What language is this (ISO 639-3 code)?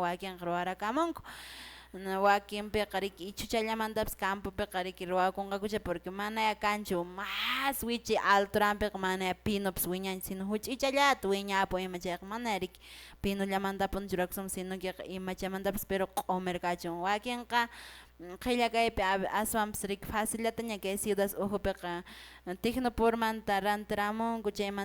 que